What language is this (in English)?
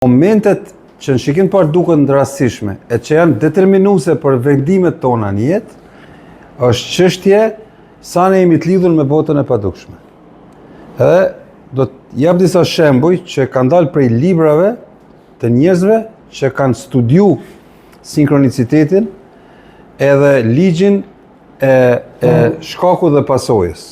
Albanian